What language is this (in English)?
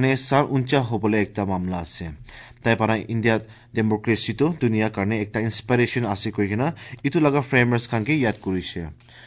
Assamese